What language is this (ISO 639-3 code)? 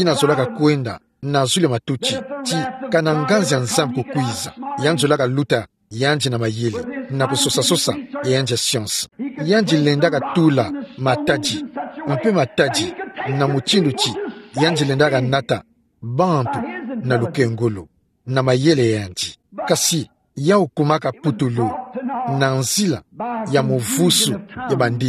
ktu